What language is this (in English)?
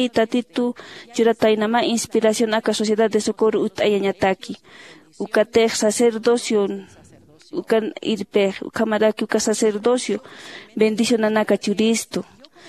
Aymara